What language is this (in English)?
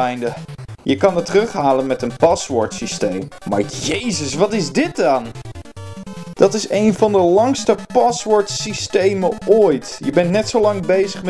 Dutch